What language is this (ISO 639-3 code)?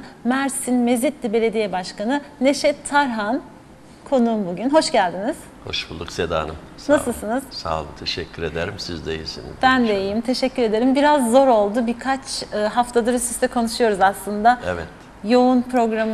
tur